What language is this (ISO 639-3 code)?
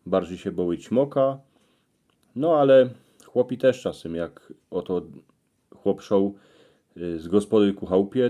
szl